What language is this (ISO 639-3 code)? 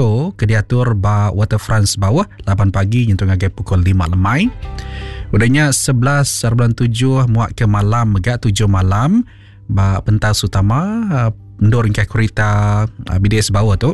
iba